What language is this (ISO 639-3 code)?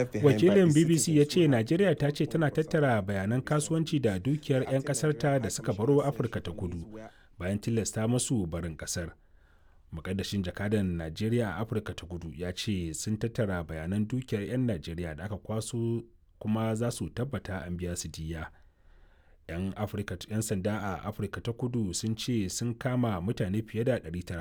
hau